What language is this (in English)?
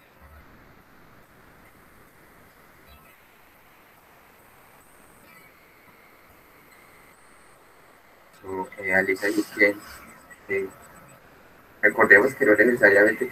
Spanish